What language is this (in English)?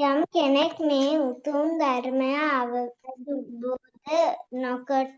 Sinhala